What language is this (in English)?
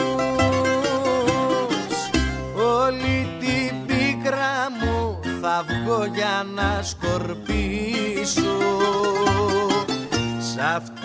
Greek